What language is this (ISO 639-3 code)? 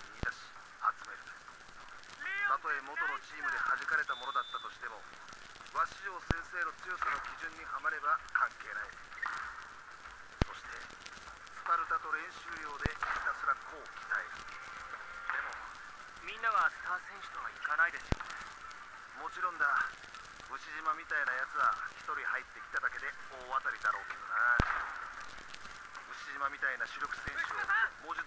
jpn